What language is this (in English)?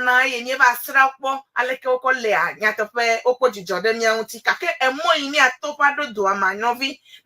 Ewe